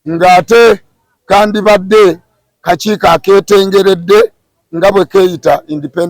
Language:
Ganda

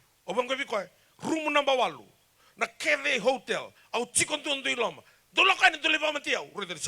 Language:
Fijian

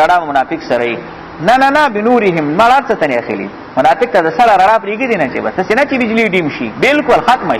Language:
Pashto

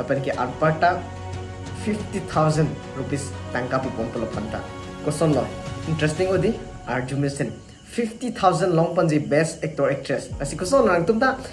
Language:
Karbi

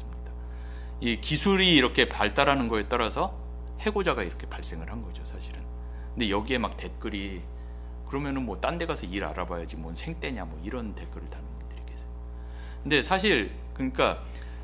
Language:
Korean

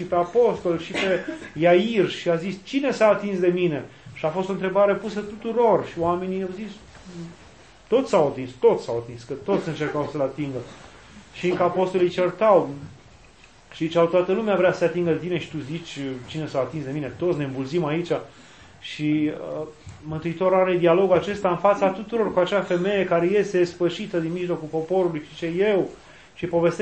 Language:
Romanian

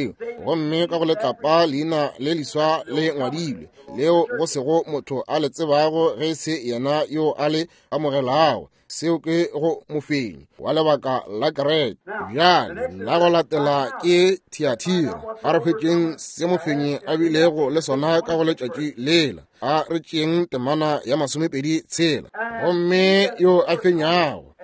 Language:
Northern Sotho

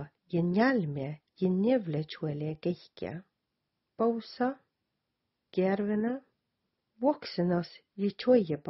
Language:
Southern Sami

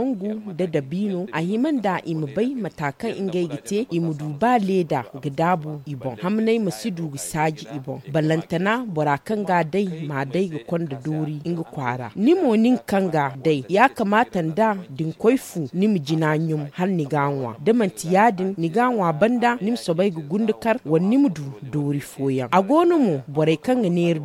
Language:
Zarma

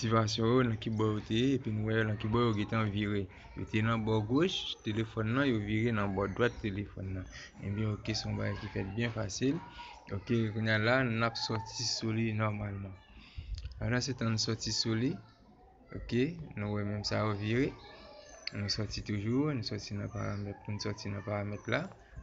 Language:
Haitian Creole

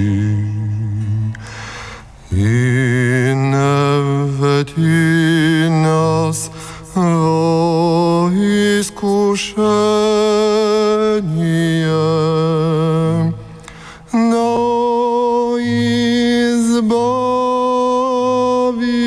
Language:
Bulgarian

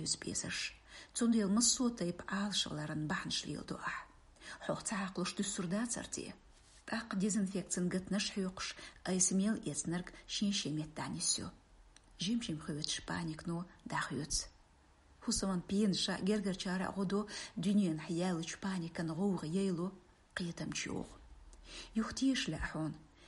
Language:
Chechen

